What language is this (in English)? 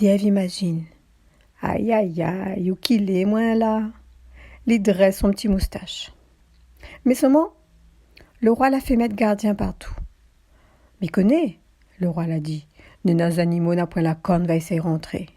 Réunion Creole French